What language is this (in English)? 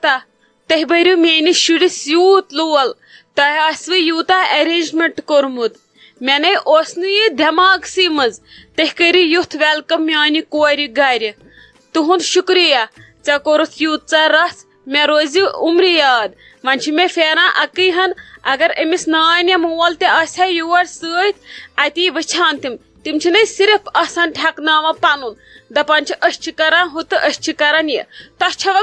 Kashmiri